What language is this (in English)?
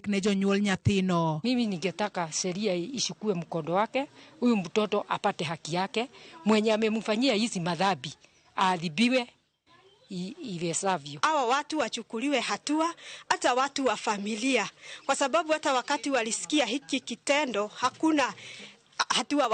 Luo (Kenya and Tanzania)